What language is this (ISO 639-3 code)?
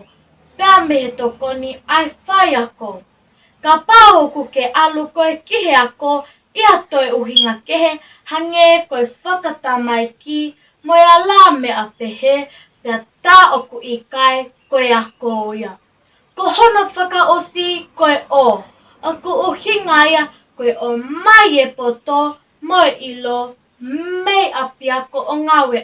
ton